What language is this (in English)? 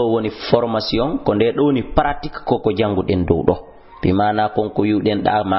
Fula